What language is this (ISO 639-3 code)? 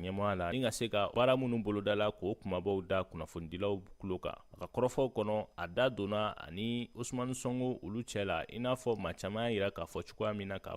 bam